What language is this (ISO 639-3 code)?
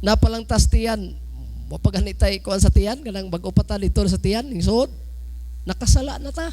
ceb